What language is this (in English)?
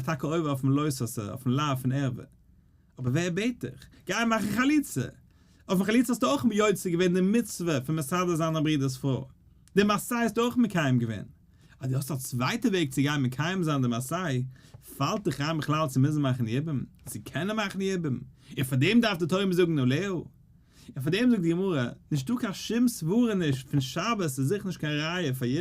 Yiddish